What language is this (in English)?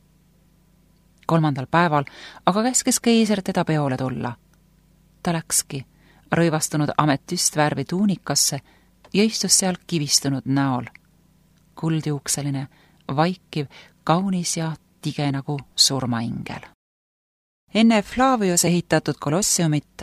Estonian